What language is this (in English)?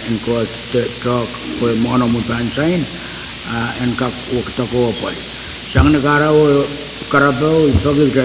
Pohnpeian